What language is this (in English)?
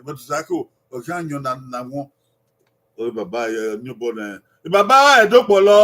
Bini